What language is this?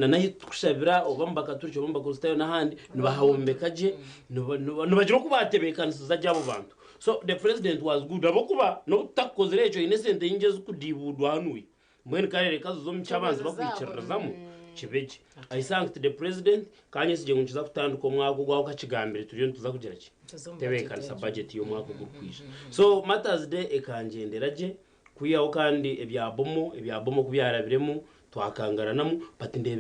Nyankole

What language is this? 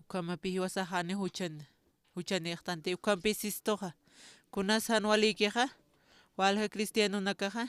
Aymara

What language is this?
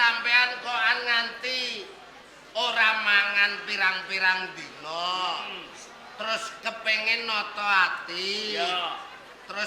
Javanese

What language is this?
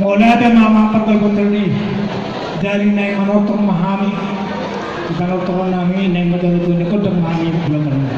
Batak Toba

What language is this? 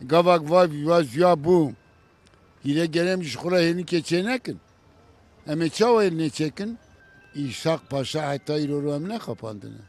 Kurdish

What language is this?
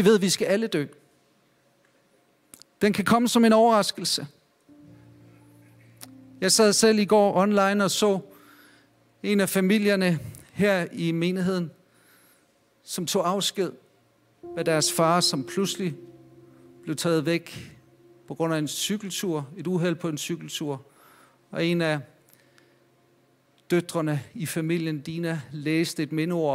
Danish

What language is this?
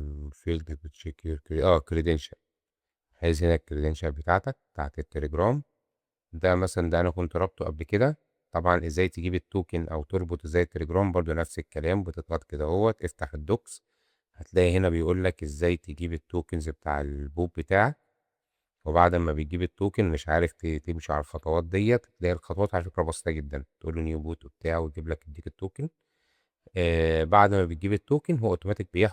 Egyptian Arabic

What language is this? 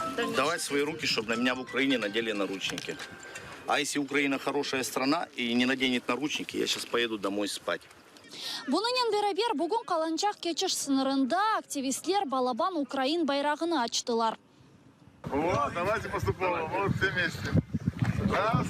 Crimean Tatar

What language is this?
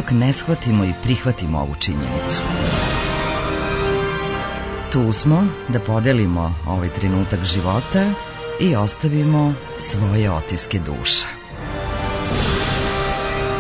Serbian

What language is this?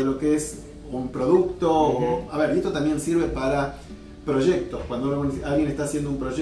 Spanish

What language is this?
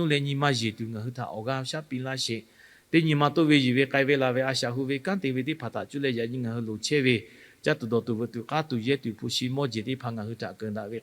Lahu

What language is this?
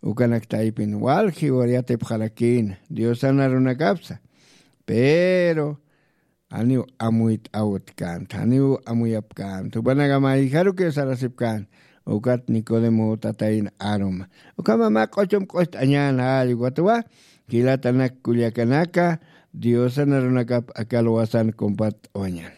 Aymara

